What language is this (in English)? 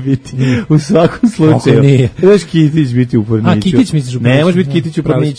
Serbian